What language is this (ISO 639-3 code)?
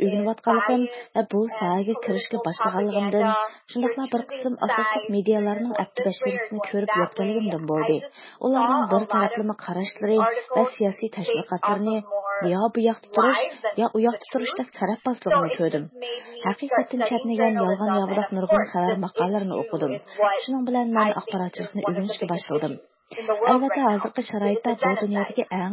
uig